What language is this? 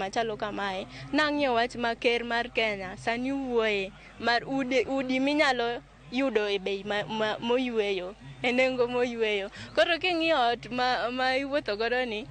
Luo (Kenya and Tanzania)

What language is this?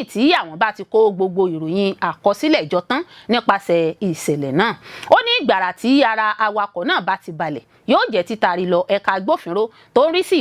Yoruba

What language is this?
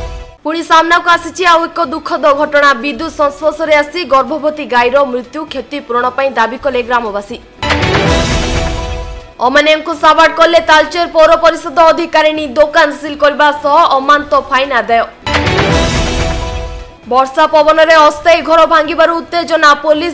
Odia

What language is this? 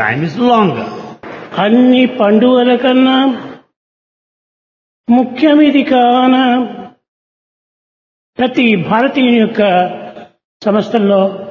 Telugu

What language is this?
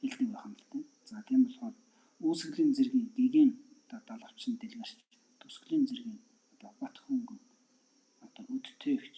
Mongolian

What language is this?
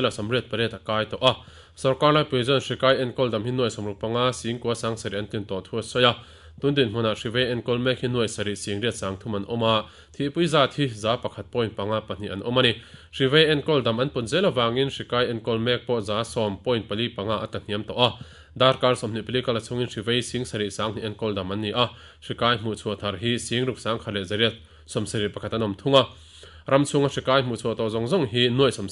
Mizo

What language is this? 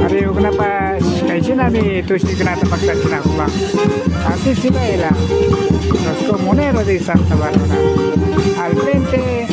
Imbabura Highland Quichua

